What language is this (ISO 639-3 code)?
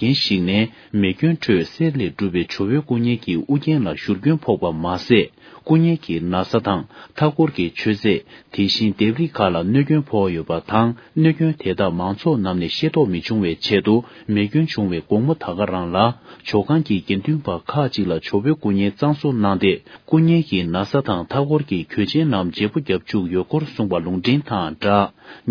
bod